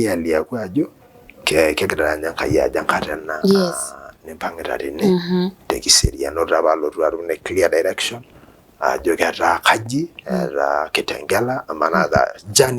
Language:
Masai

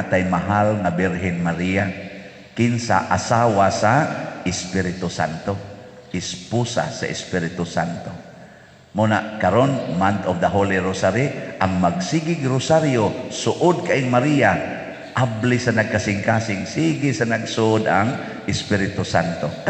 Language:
Cebuano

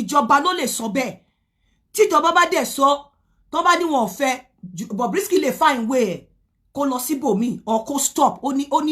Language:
Yoruba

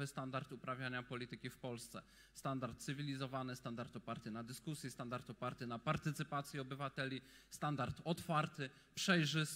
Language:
Polish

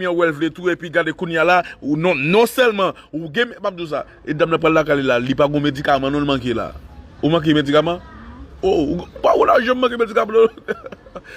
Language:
Haitian Creole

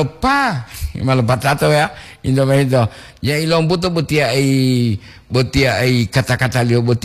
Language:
Gorontalo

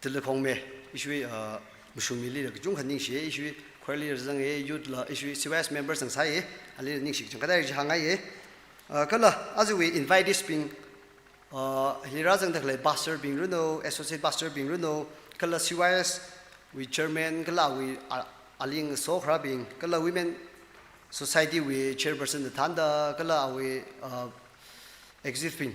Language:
Tangkhul Naga (India)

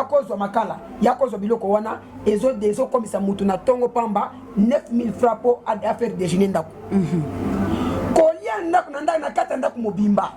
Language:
Lingala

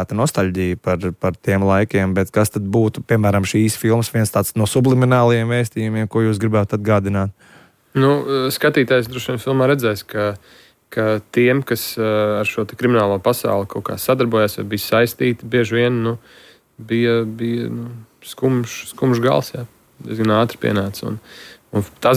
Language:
Latvian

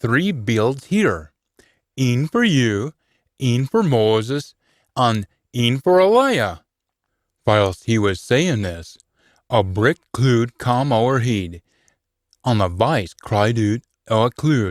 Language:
Scots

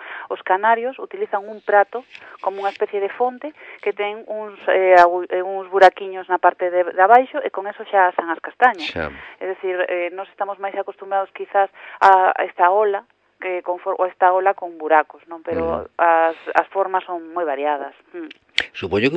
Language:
Galician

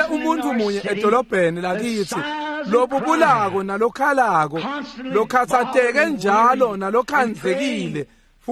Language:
Swati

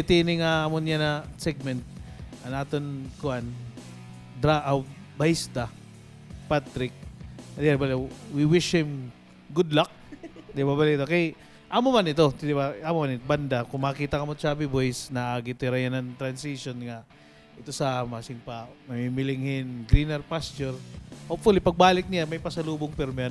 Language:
Waray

